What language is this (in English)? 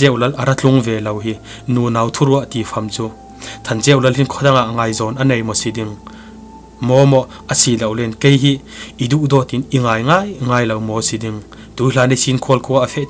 Falam Chin